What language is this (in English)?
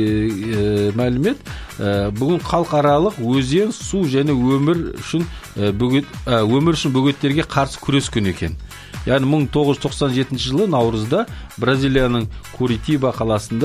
Kazakh